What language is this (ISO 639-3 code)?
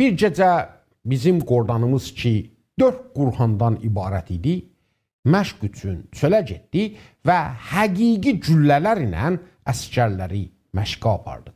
azb